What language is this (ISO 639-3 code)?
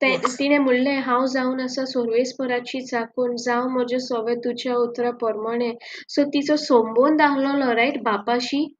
kok